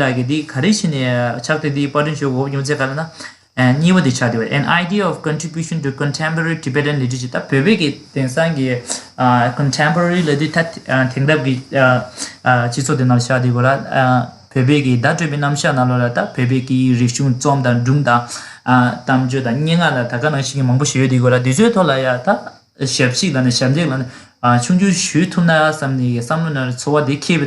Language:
Tibetan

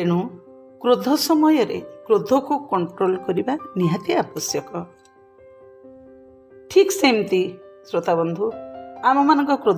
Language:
Odia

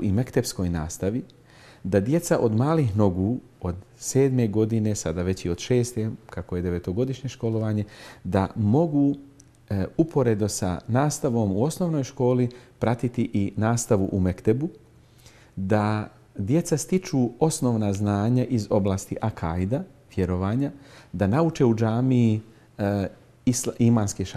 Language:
Bosnian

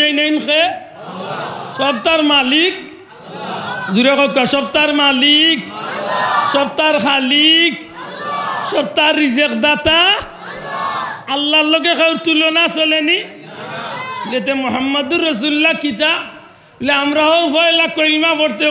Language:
Sylheti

